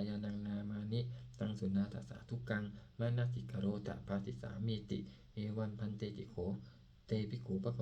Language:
Pali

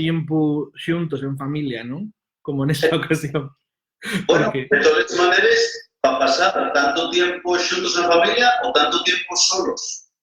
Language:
Asturian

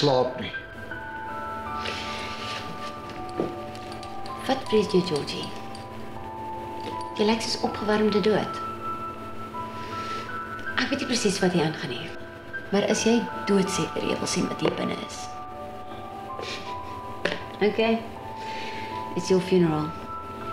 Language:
Afrikaans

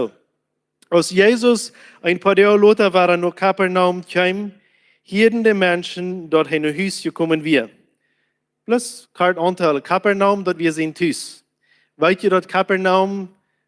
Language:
Plautdietsch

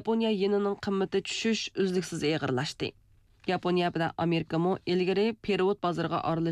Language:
Uyghur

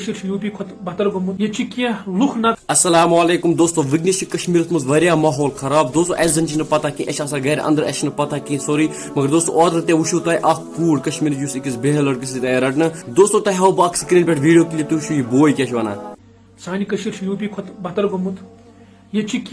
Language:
Kashmiri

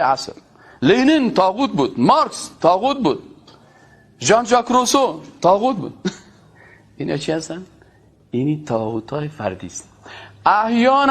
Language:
Persian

